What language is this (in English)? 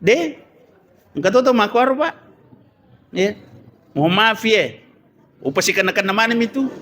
Buginese